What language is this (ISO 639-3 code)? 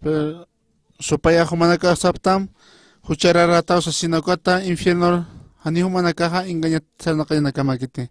aym